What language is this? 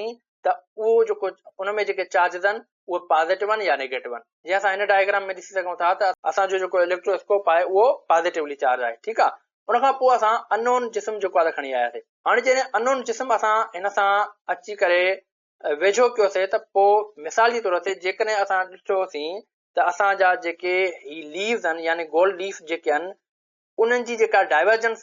Sindhi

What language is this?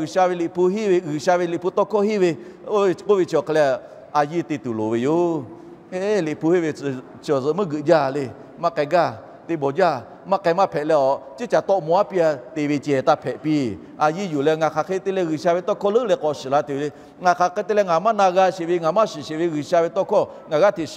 Lahu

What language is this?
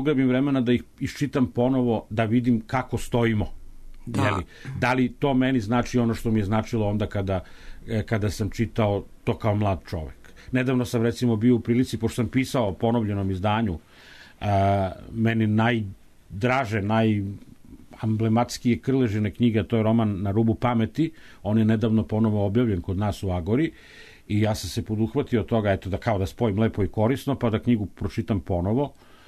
Serbian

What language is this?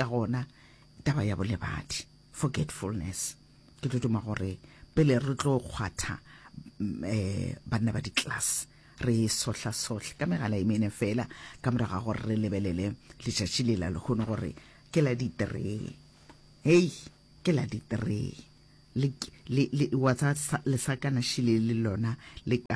Northern Sotho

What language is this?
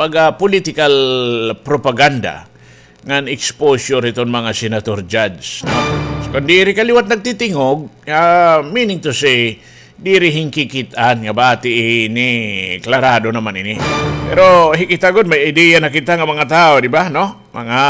Waray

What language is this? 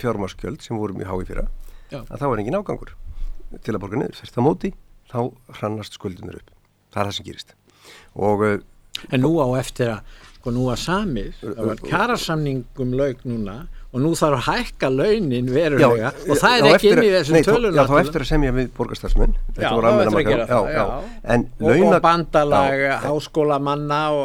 Icelandic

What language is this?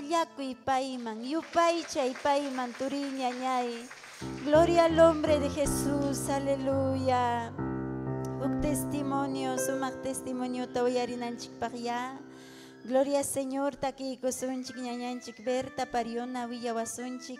Ayacucho Quechua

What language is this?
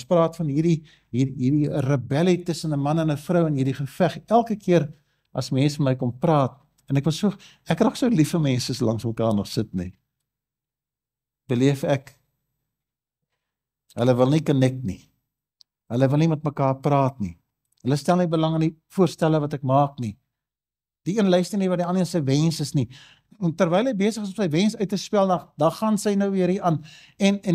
Afrikaans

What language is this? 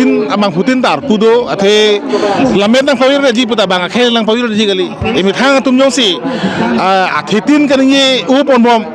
Karbi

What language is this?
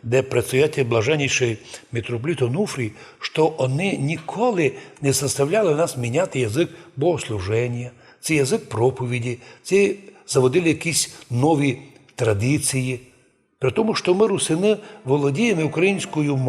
Rusyn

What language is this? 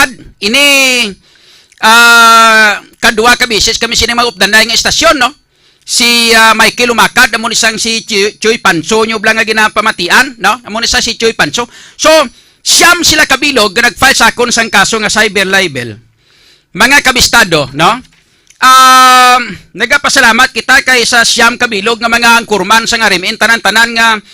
Hiligaynon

